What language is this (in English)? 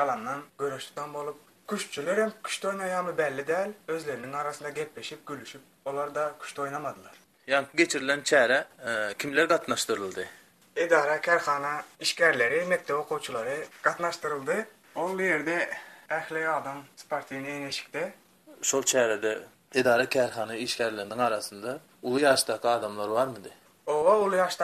Turkmen